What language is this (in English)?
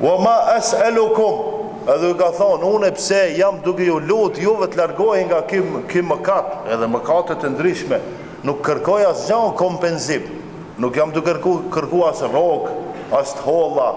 Albanian